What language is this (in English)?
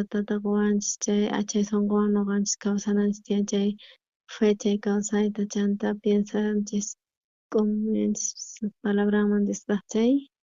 South Bolivian Quechua